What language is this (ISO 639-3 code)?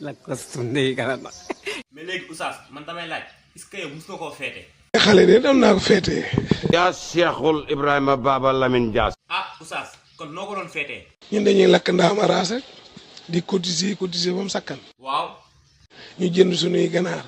wol